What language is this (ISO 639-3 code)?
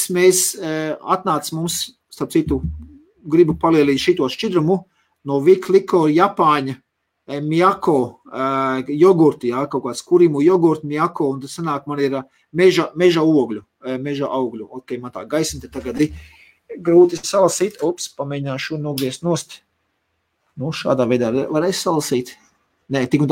lav